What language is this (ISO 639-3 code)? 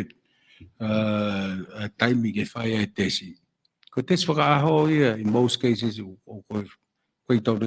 ton